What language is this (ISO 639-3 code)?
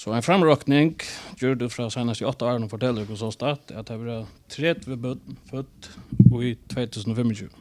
fao